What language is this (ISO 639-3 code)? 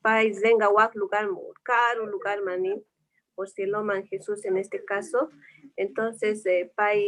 que